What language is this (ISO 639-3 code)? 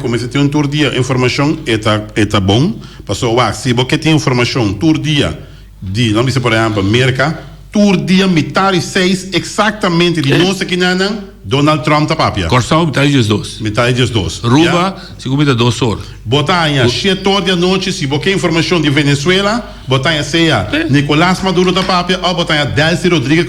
pap